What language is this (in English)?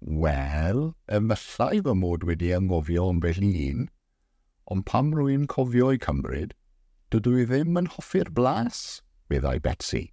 Welsh